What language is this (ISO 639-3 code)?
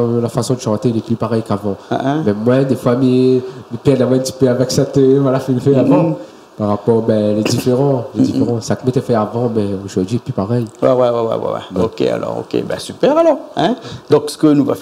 rcf